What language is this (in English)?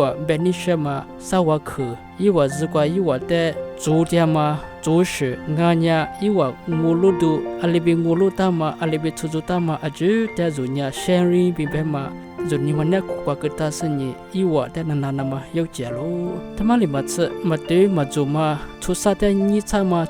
Lisu